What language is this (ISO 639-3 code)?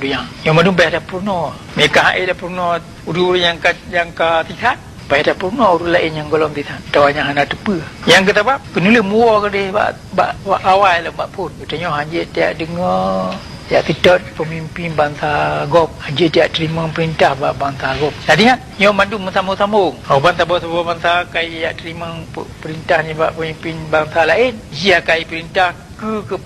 ace